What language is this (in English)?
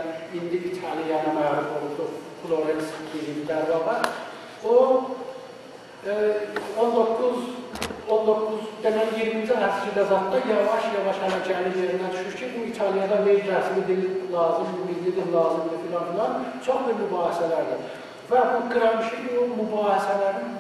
South Azerbaijani